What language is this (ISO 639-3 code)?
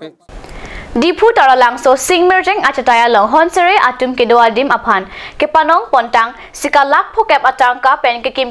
mjw